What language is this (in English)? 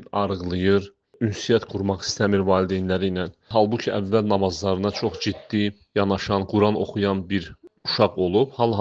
Azerbaijani